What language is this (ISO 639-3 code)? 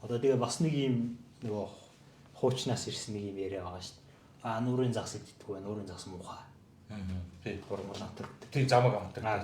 mon